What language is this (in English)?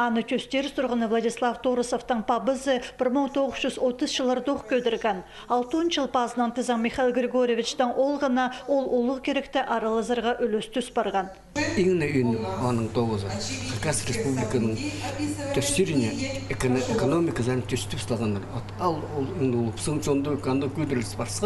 Khakas